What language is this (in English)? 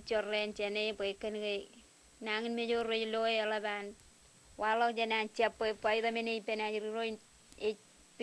Marshallese